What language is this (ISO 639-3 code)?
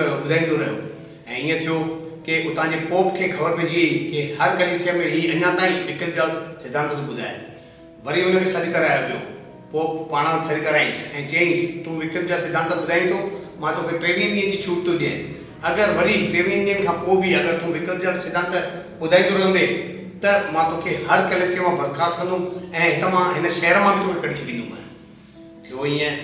snd